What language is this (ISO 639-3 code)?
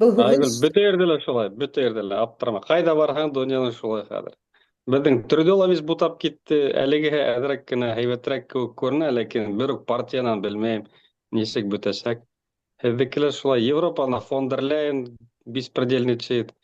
bak